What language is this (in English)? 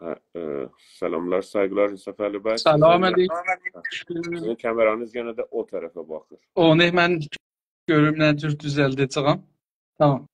South Azerbaijani